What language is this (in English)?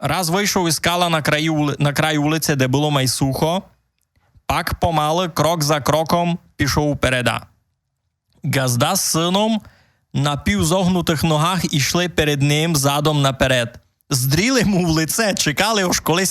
Rusyn